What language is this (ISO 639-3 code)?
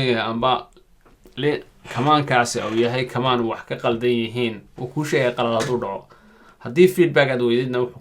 som